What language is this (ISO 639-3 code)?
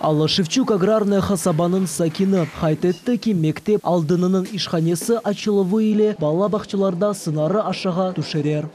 crh